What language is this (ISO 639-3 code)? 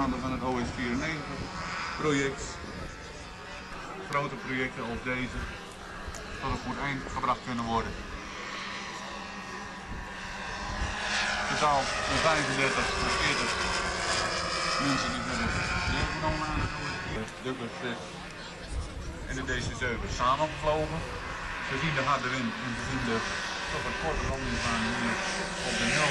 nld